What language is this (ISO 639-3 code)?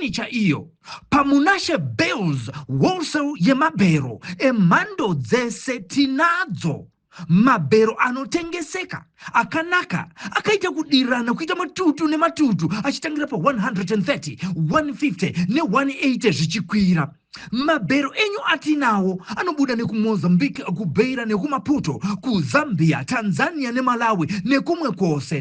sna